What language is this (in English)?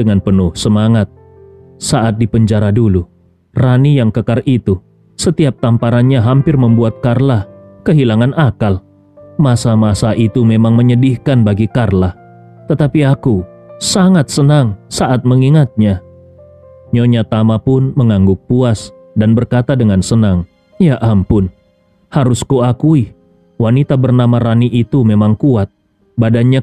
Indonesian